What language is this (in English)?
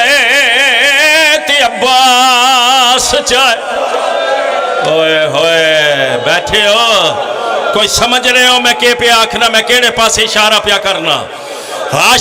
Pahari-Potwari